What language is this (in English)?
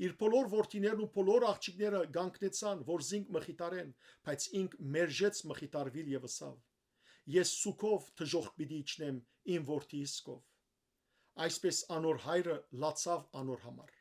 Western Armenian